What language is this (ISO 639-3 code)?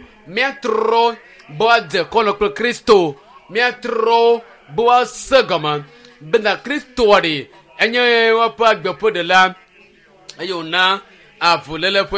ewe